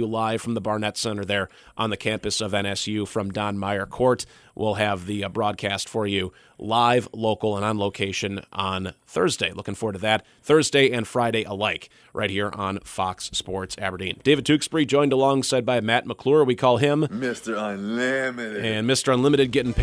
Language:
English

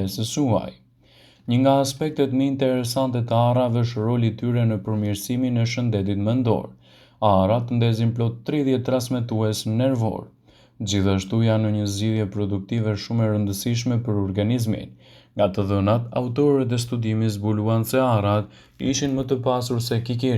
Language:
Albanian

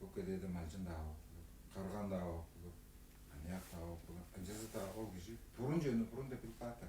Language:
Tuvinian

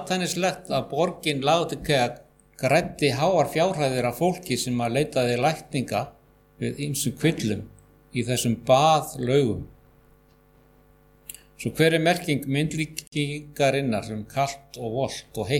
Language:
Icelandic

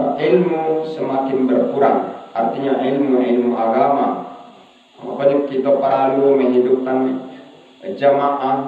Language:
Minangkabau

